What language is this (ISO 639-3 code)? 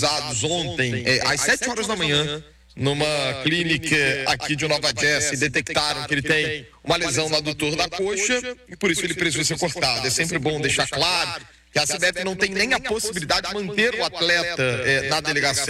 por